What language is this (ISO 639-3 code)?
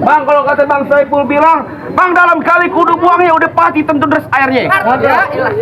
bew